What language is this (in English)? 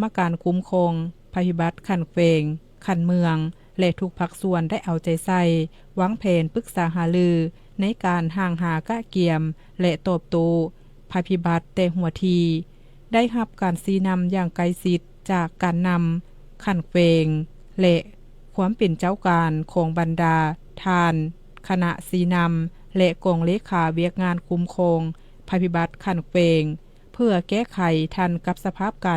Lao